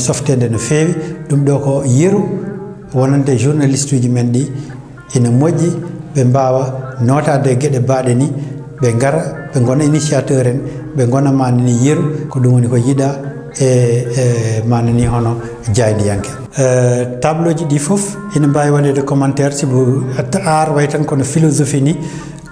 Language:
Fula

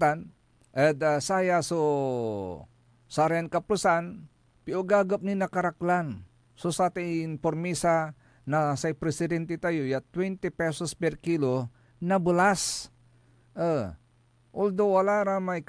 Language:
Pangasinan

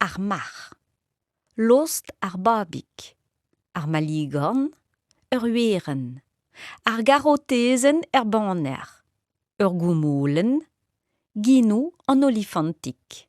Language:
Breton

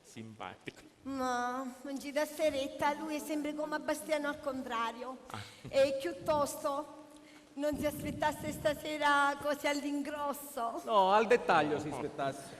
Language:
Sicilian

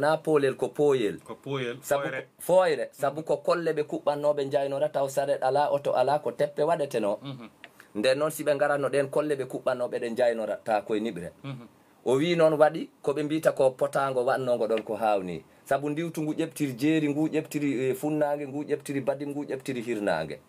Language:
Fula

